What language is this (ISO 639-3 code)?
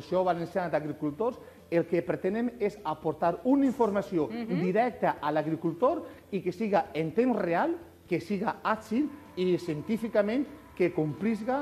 cat